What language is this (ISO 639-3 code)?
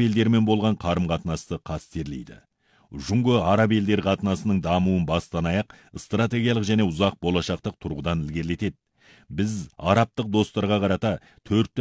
kaz